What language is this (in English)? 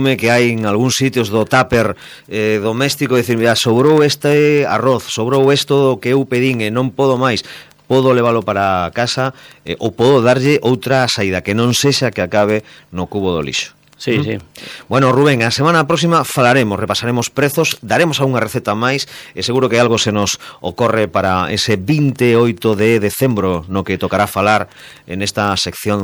Galician